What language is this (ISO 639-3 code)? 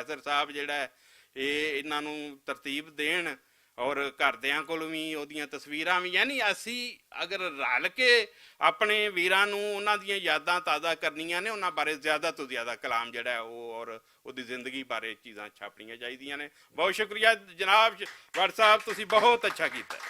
lah